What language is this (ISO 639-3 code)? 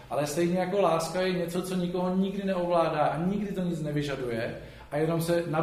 ces